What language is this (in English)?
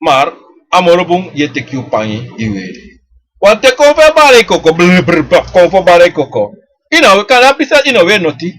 Sranan Tongo